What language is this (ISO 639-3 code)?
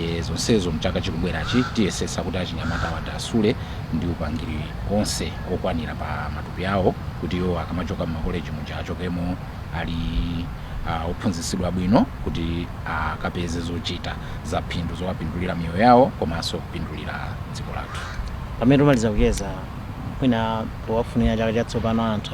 nya